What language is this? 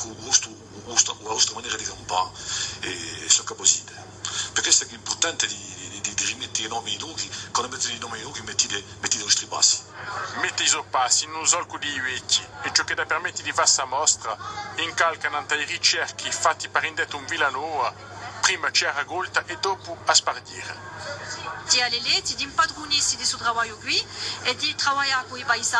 Corsican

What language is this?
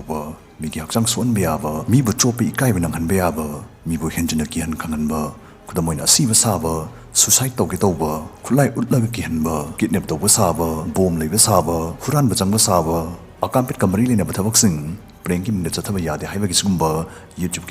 Manipuri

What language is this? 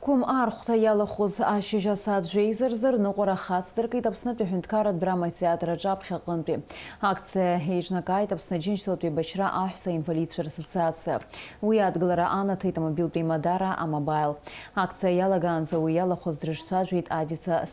Abkhazian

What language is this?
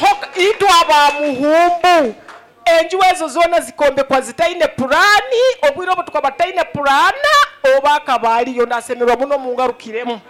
Nyoro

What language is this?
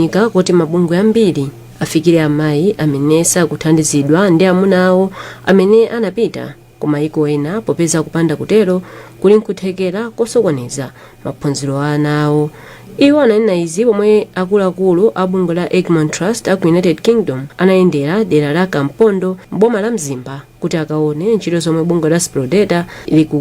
Nyanja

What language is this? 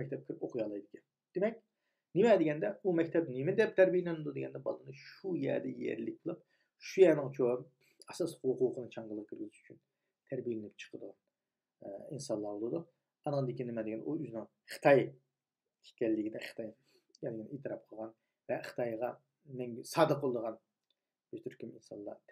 Uyghur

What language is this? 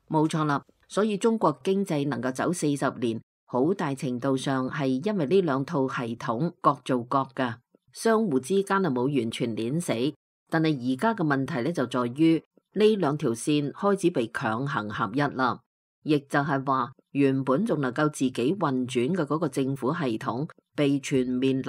Cantonese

